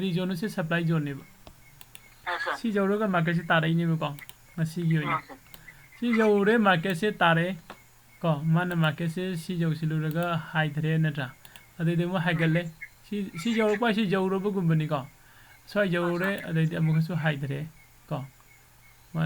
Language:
Manipuri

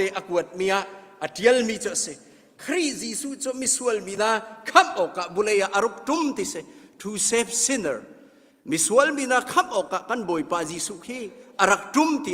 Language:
Hakha Chin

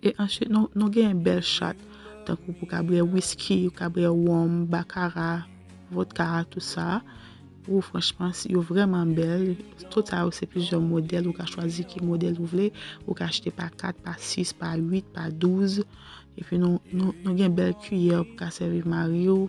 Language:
Haitian Creole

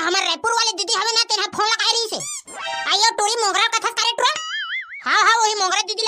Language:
Chhattisgarhi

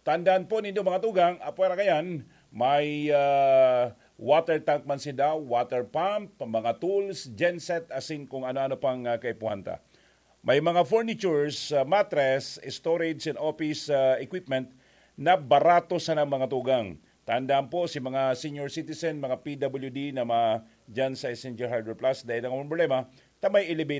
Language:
Bikol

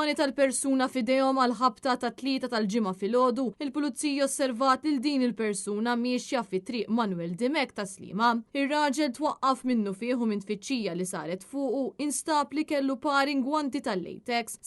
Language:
Maltese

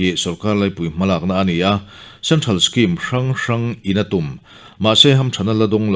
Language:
Mizo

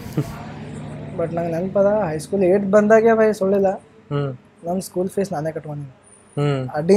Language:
Kannada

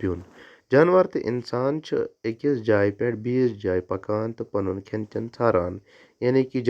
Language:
Kashmiri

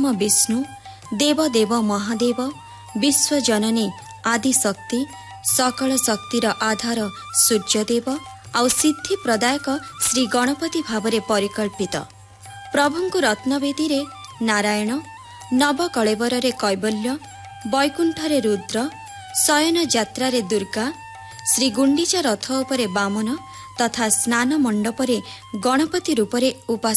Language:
Odia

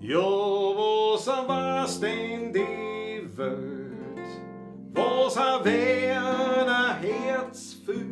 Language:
Bavarian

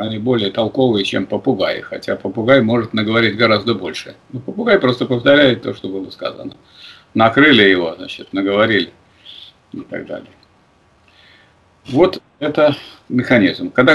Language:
Russian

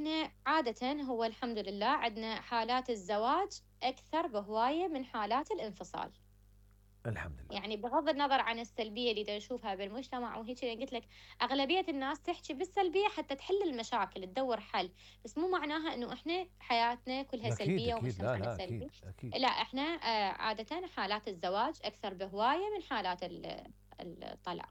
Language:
Mesopotamian Arabic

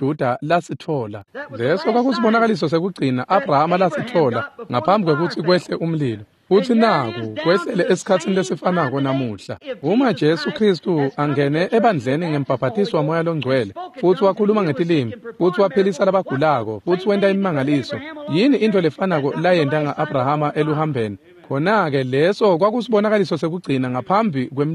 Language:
Swati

